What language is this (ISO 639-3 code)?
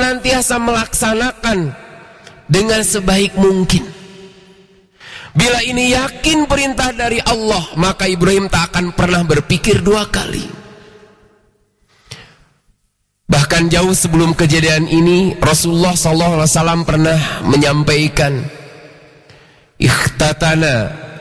ind